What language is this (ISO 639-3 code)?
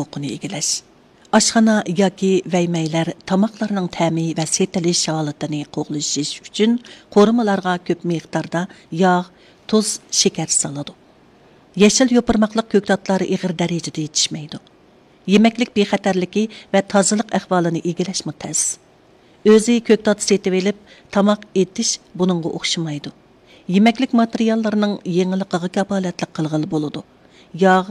uig